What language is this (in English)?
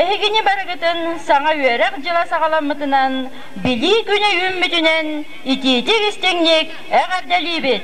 Yakut